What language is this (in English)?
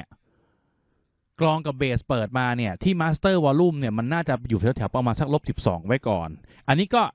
Thai